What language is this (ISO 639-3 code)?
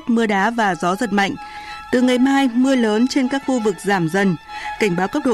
vie